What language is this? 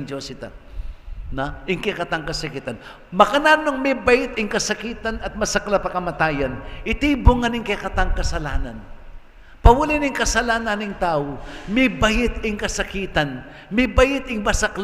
Pampanga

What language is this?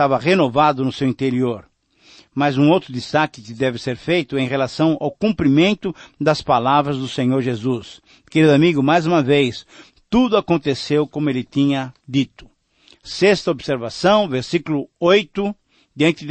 Portuguese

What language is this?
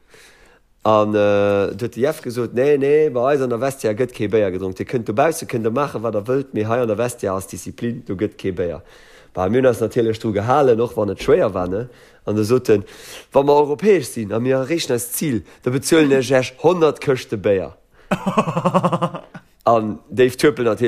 Luxembourgish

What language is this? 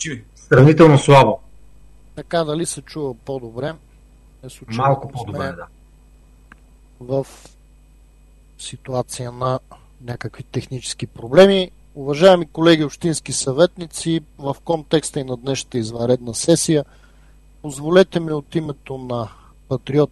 Bulgarian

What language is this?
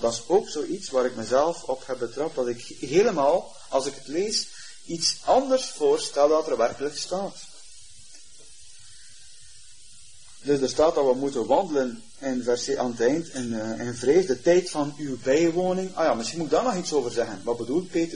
Dutch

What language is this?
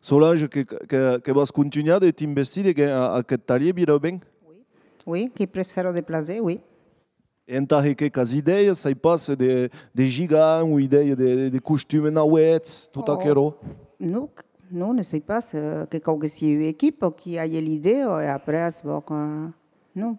Occitan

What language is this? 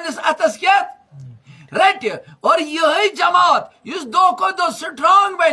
Kashmiri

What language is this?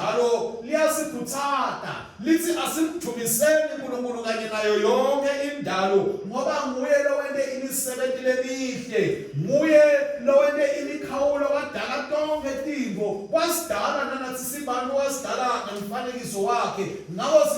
Swati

